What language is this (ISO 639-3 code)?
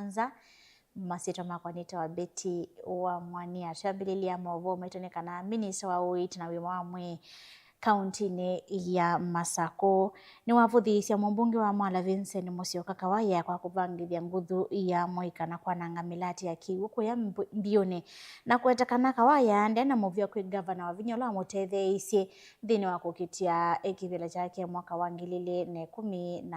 kam